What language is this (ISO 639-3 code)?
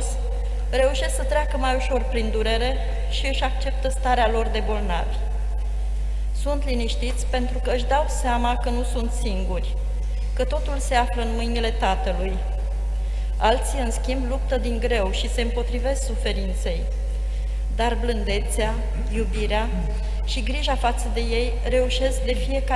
ron